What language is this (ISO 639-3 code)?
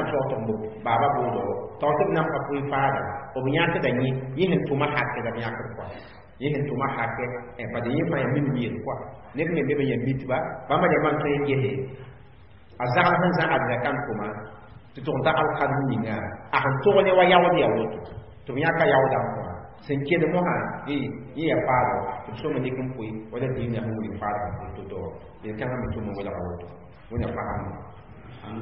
mos